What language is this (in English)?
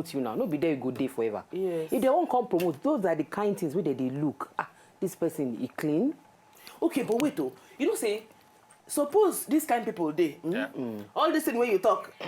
Nigerian Pidgin